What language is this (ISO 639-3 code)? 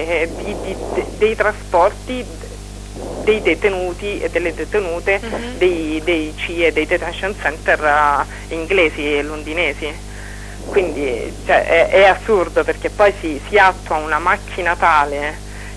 ita